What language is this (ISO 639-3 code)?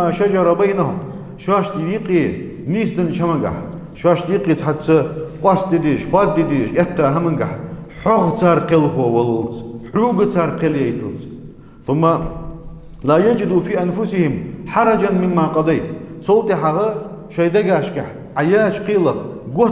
inh